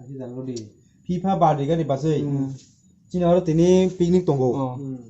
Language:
Kok Borok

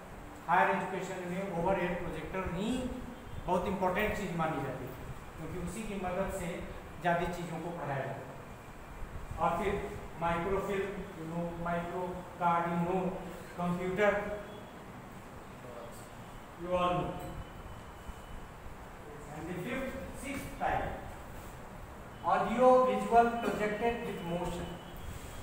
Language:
Hindi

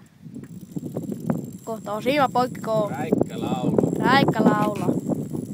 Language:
Finnish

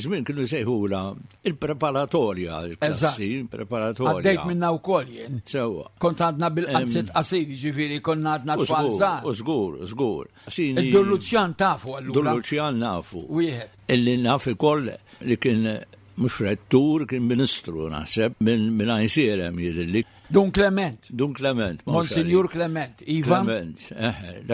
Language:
Maltese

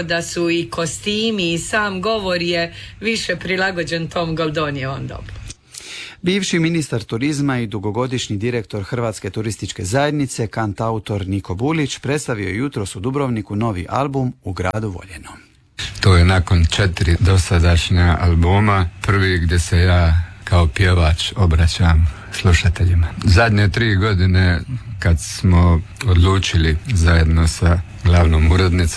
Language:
Croatian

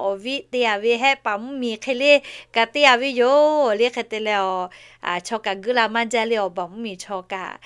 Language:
Lahu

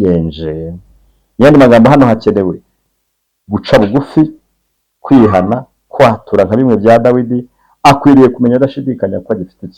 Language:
Kinyarwanda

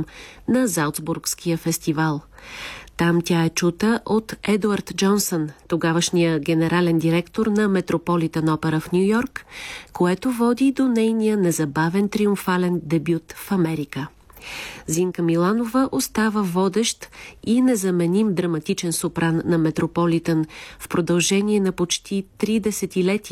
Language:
Bulgarian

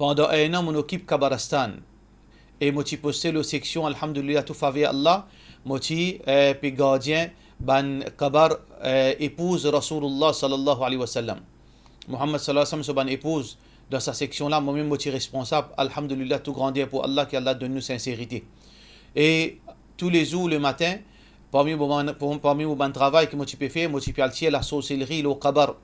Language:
Morisyen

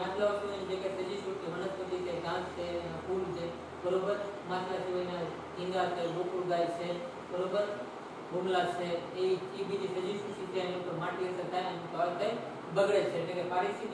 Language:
Gujarati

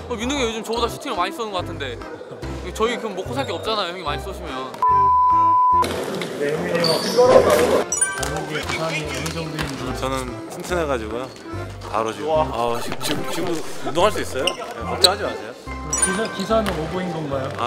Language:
Korean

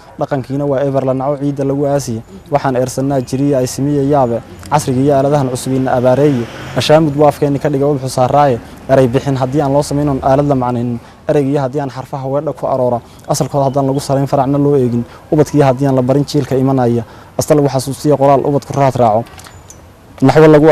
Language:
Somali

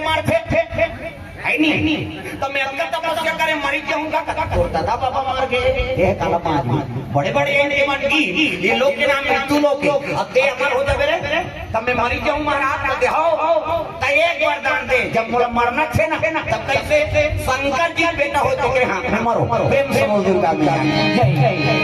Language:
Chhattisgarhi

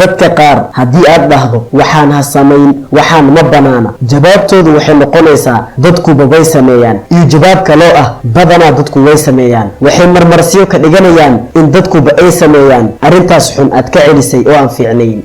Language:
Somali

